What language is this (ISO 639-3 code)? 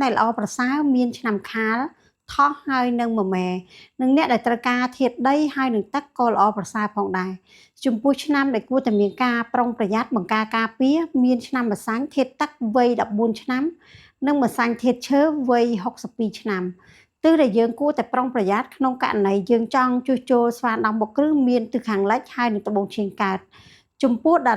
khm